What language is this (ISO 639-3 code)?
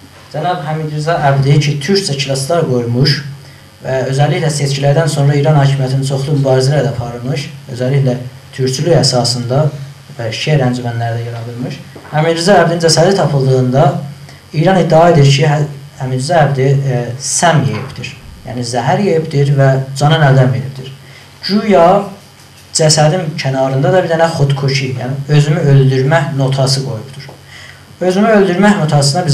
azb